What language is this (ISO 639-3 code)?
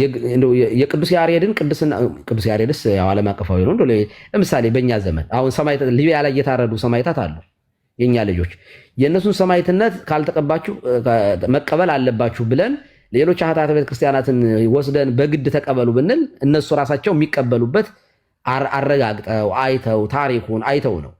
amh